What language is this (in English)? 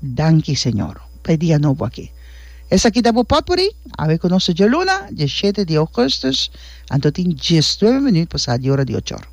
Papiamento